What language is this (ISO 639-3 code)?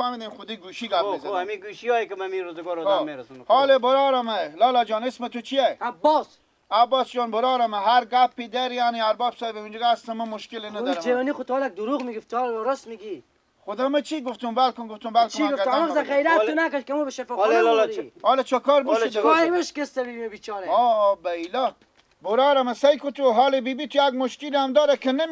fas